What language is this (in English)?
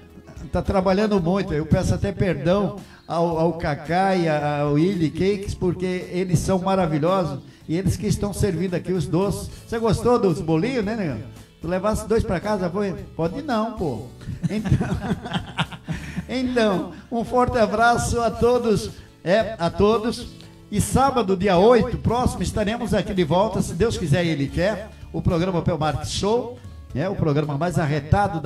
Portuguese